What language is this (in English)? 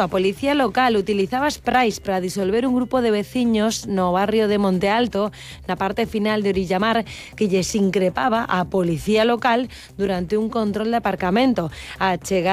Galician